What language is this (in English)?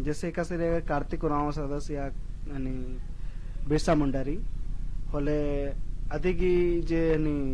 Kurukh